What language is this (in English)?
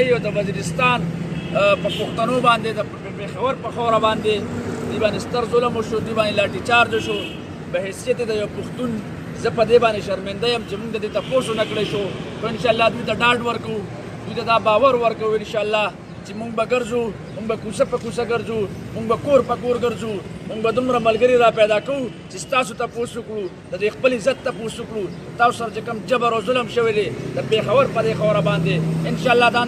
Pashto